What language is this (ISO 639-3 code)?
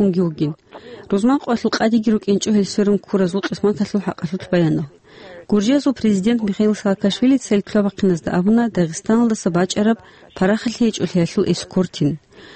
ava